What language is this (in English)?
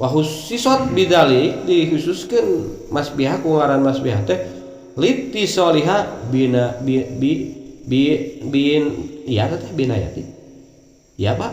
Sundanese